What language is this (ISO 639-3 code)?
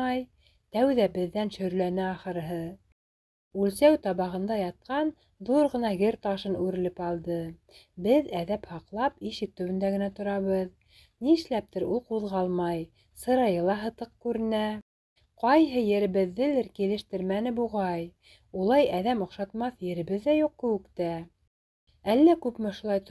bak